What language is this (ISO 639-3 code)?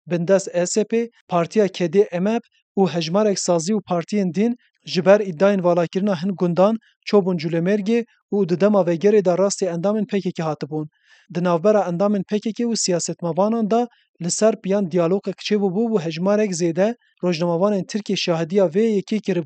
kur